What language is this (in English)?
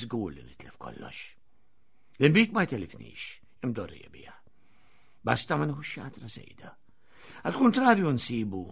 Maltese